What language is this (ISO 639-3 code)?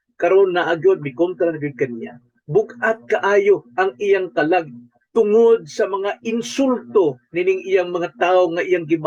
ceb